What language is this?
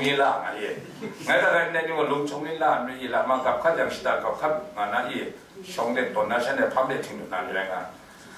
Kachin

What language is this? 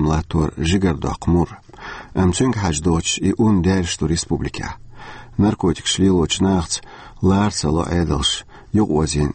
Chechen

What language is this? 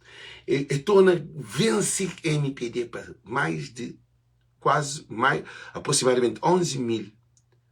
Kabuverdianu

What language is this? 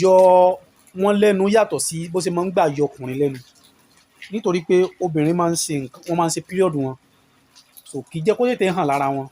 Yoruba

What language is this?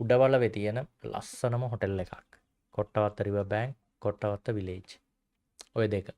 Sinhala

